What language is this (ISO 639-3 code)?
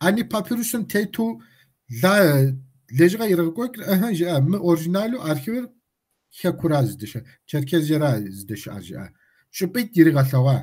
kbd